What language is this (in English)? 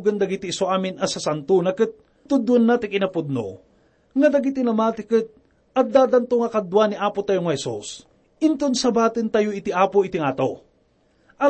Iloko